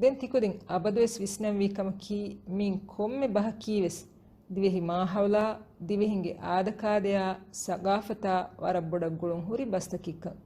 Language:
Divehi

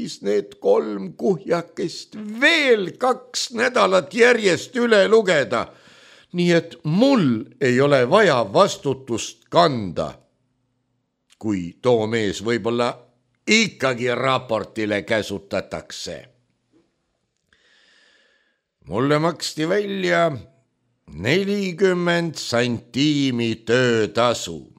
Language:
Estonian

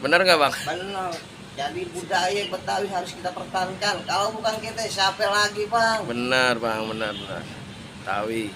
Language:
Betawi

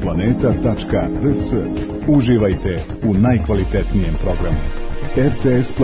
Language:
Serbian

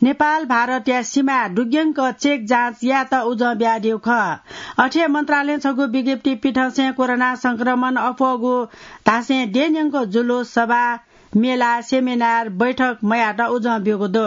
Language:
Newari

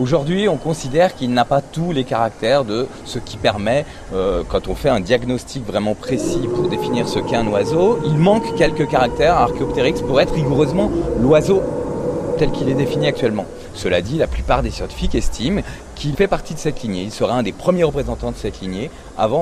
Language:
French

